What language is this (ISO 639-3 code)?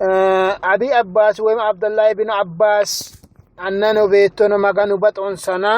sid